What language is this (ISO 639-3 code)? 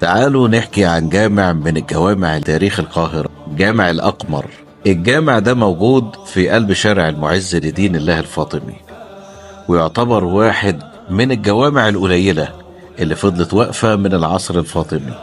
arz